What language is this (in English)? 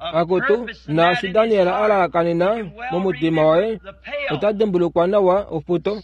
Kuanyama